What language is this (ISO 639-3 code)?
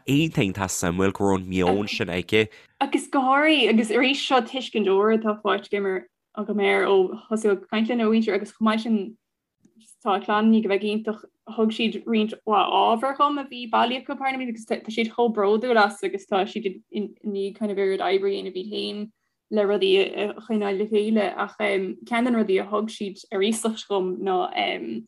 gle